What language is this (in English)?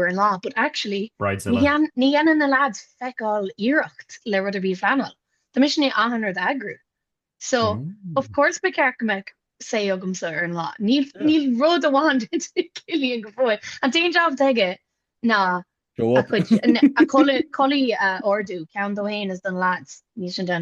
Irish